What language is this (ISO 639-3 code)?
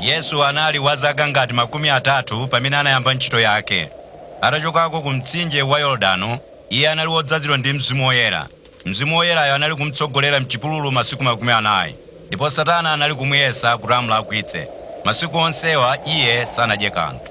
nya